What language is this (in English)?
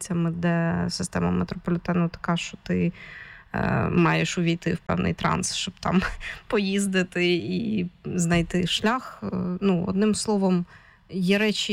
Ukrainian